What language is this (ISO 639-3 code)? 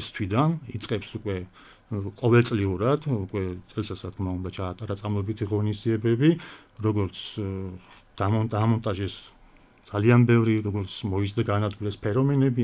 kat